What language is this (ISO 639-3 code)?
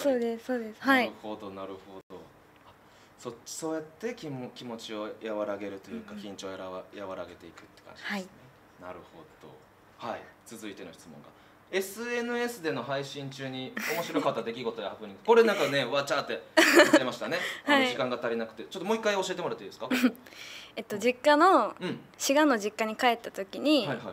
jpn